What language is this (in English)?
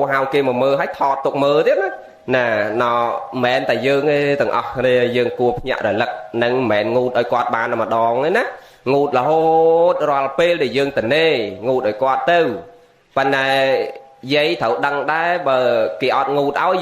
Khmer